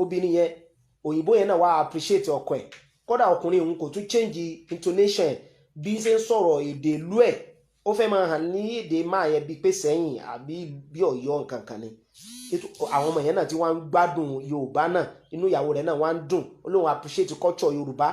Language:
Yoruba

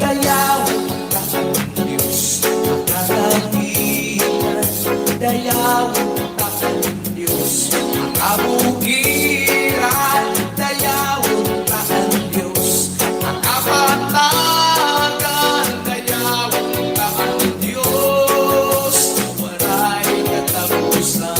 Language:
Waray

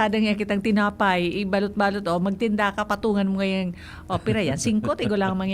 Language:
Bikol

